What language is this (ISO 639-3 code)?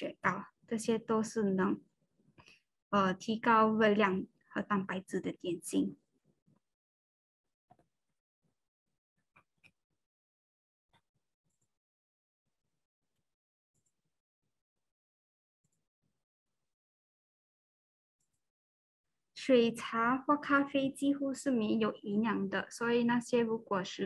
zho